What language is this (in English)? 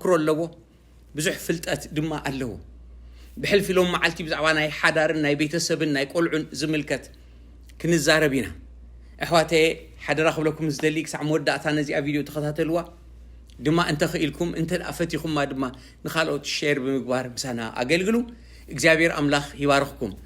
Tigrinya